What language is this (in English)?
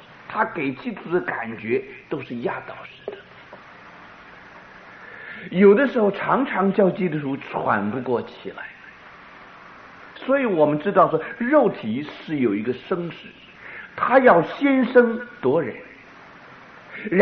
Chinese